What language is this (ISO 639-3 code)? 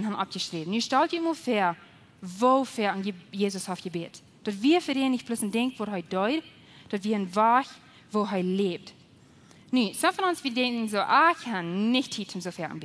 pdt